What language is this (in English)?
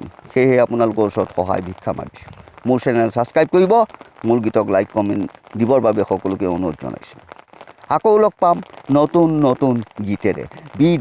Assamese